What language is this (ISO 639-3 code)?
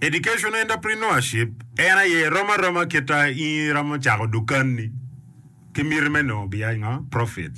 ach